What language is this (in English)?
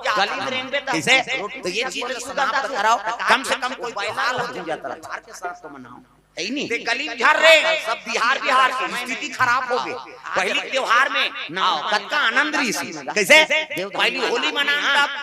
Chhattisgarhi